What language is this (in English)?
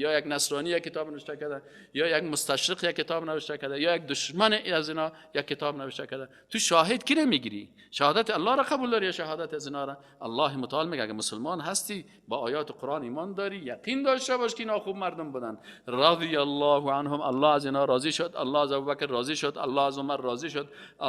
Persian